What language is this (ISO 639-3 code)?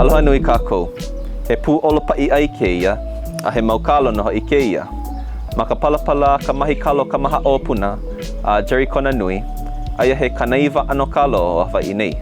haw